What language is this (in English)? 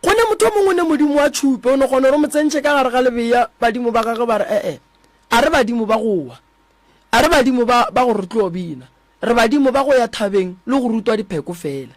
Northern Sotho